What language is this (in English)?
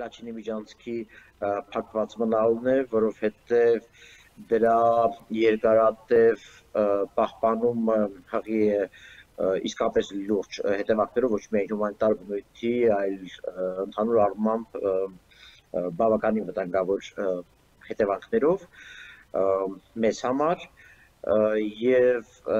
Armenian